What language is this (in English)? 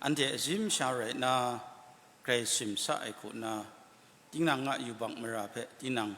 Kachin